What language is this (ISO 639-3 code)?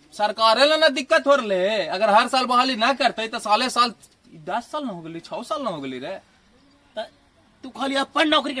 mag